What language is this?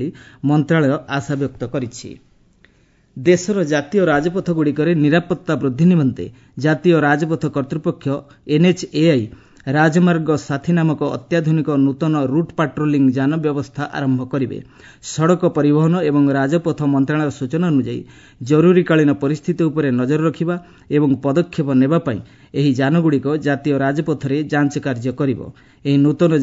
Odia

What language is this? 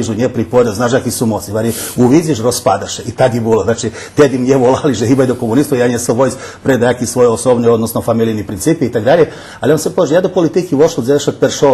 Rusyn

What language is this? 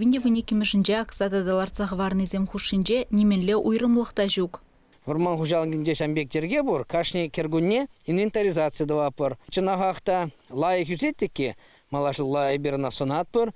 Chuvash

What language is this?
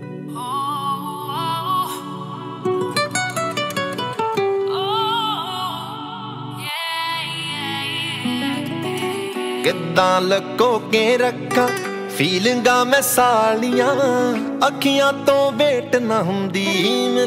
Punjabi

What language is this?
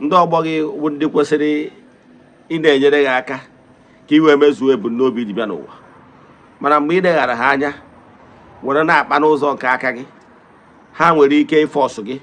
Igbo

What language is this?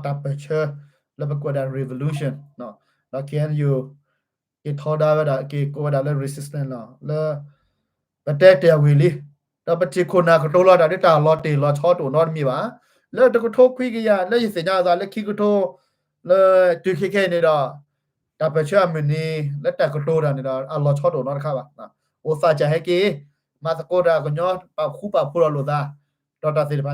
S'gaw Karen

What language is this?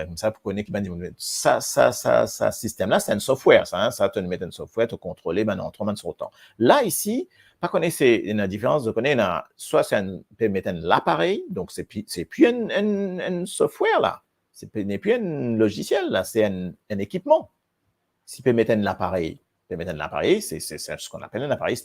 Morisyen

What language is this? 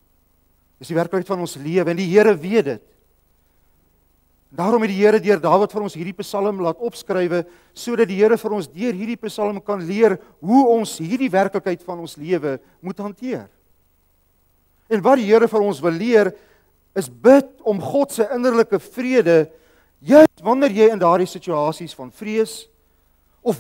Afrikaans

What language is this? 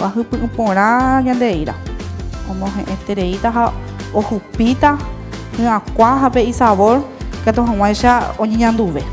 Guarani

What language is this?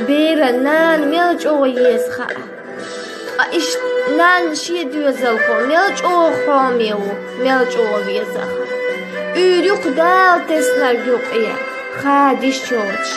Chechen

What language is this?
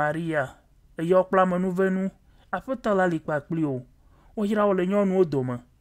Ewe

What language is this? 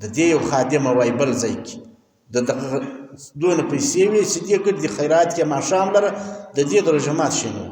Pashto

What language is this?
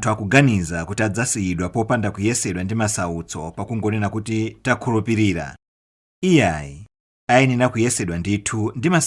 Nyanja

